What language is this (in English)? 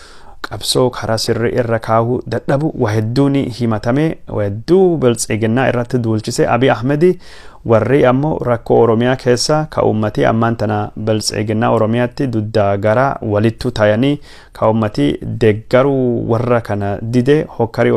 Oromo